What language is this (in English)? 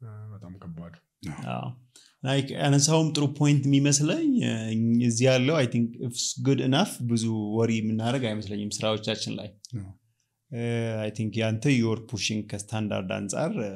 Amharic